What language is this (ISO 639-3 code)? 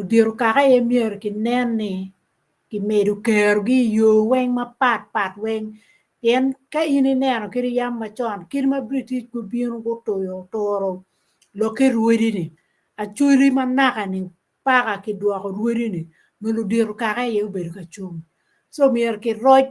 ach